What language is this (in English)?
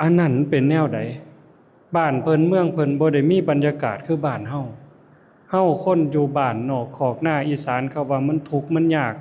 Lao